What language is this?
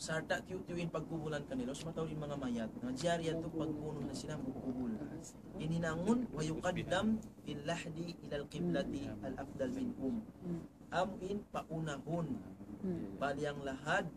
Tausug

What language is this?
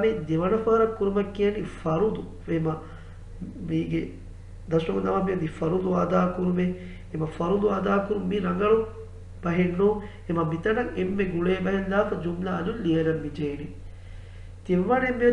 Divehi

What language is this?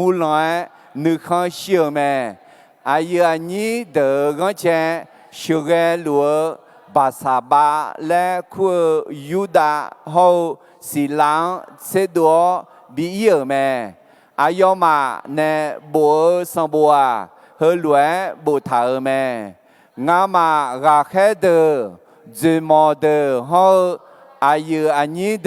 Akha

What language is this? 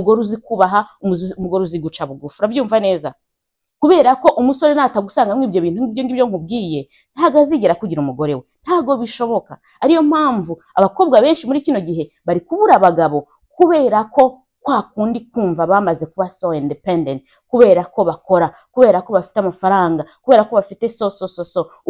Kinyarwanda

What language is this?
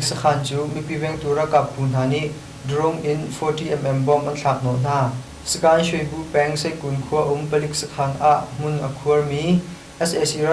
Hakha Chin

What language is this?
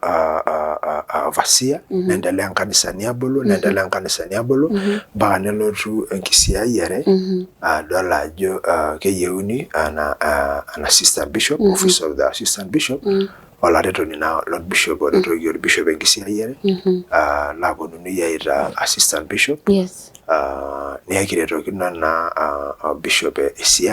Masai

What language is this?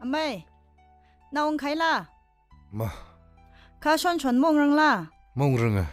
Tangkhul Naga (India)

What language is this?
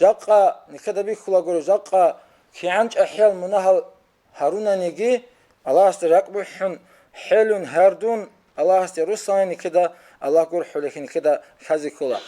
Avaric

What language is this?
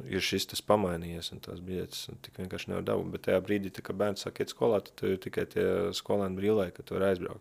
Latvian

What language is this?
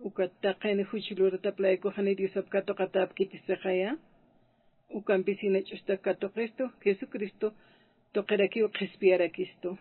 Aymara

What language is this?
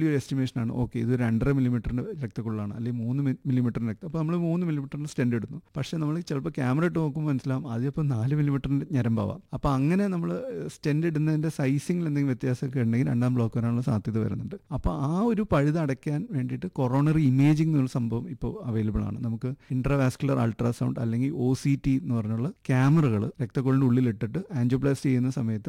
Malayalam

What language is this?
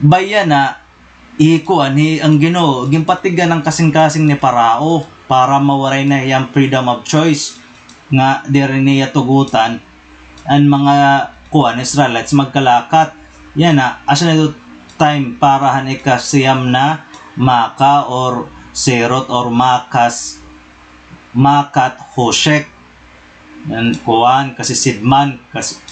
Waray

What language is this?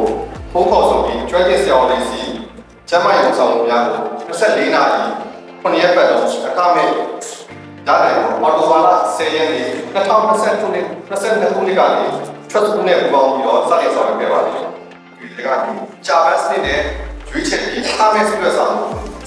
Burmese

